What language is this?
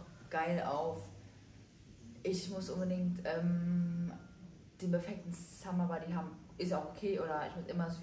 German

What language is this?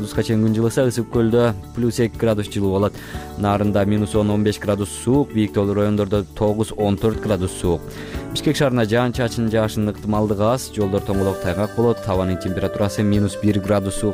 Kyrgyz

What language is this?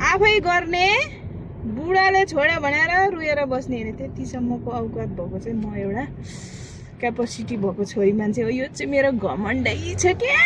Nepali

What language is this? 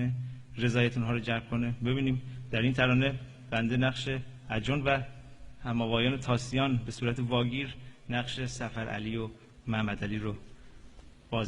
Gilaki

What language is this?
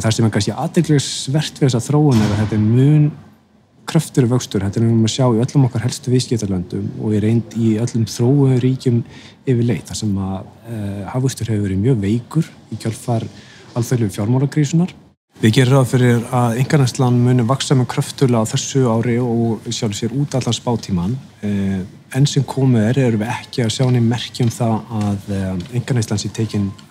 Icelandic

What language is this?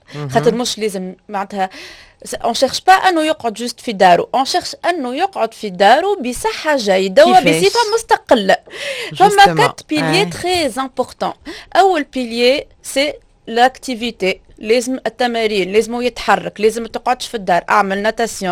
Tunisian Arabic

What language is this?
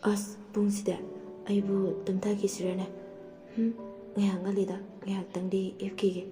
Manipuri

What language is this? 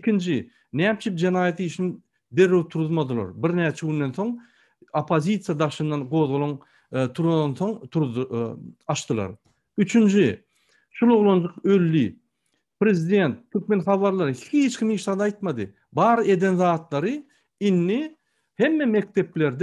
Turkmen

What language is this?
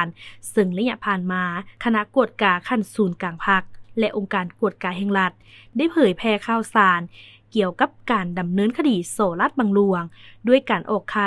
Lao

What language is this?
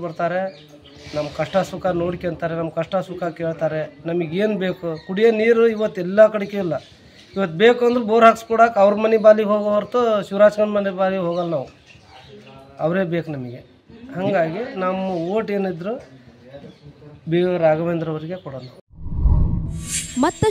Kannada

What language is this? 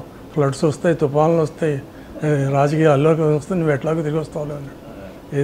Telugu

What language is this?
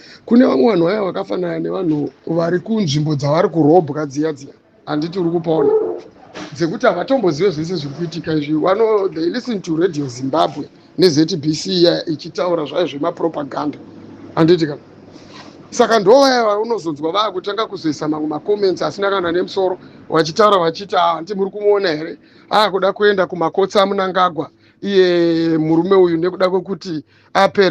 Shona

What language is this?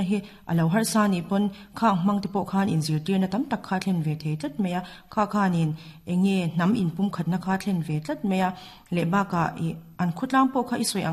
Mizo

